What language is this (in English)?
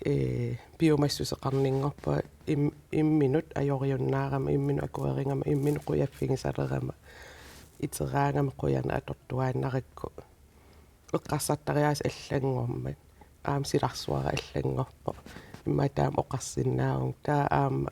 Kalaallisut